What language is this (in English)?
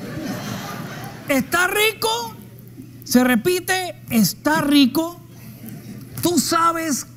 Spanish